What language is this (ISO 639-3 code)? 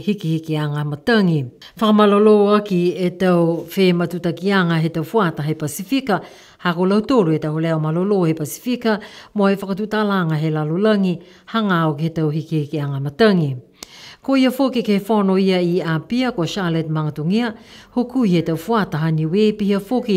niu